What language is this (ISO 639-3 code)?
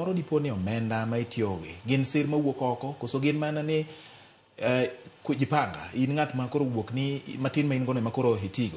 luo